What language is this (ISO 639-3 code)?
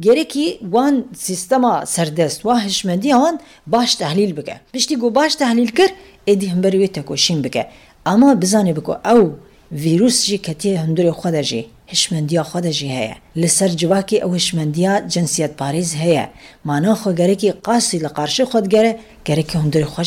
kur